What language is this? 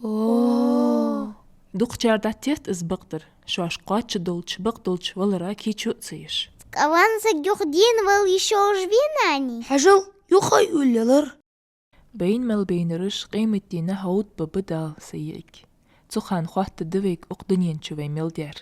Ingush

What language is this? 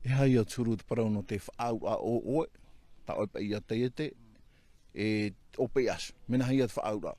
Tahitian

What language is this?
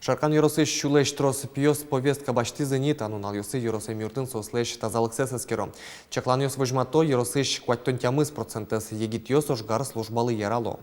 Udmurt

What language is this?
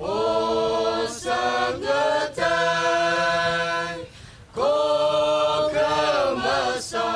Tangkhul Naga (India)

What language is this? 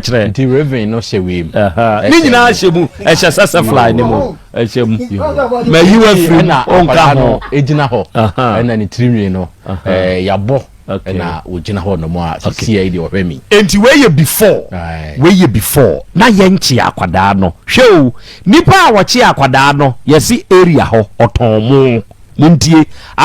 Akan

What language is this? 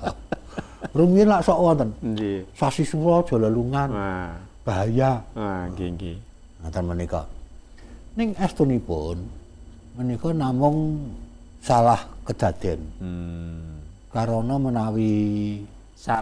Javanese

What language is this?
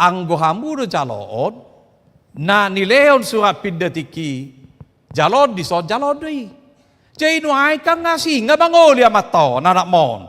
Batak Toba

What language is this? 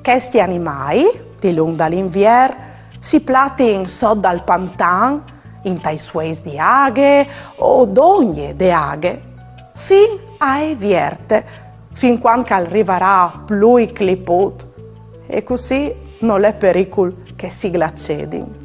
Friulian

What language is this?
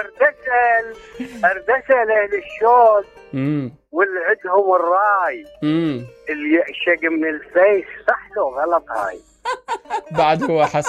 Mesopotamian Arabic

